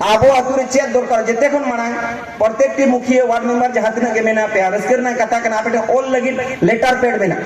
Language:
Santali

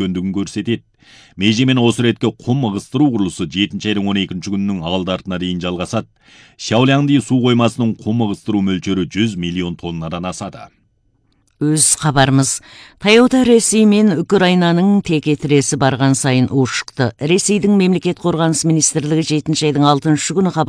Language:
Kazakh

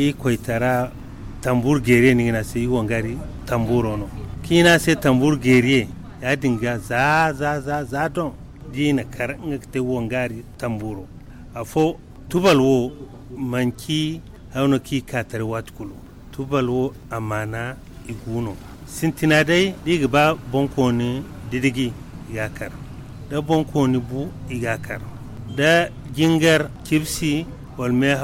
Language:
Zarma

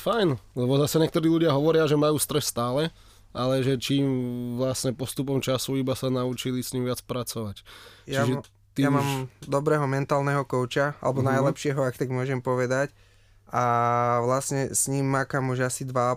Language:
Slovak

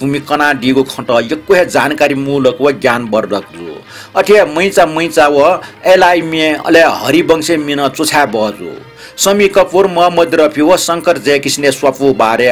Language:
Newari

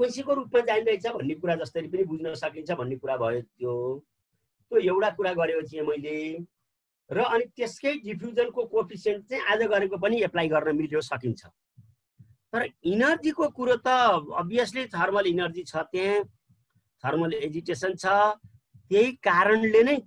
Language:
Nepali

